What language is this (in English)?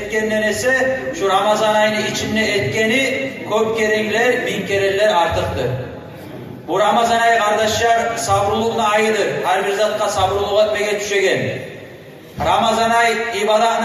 Kumyk